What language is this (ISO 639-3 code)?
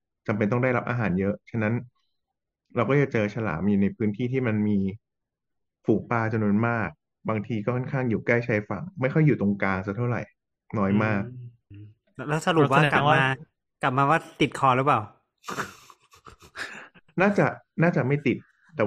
tha